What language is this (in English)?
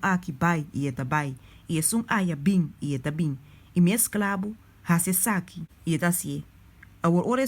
Papiamento